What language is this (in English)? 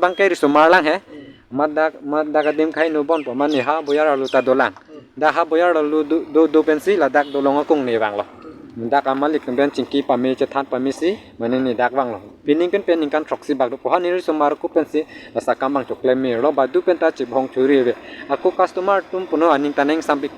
Karbi